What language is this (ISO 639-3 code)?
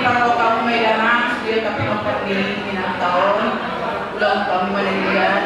bbc